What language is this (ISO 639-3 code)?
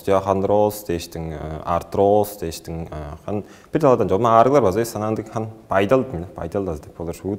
tyv